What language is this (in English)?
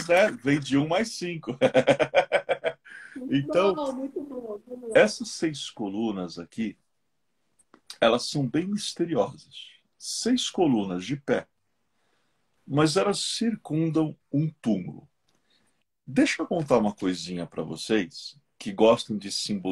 Portuguese